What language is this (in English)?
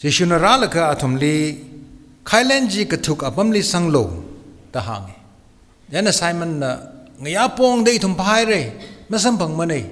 Tangkhul Naga (India)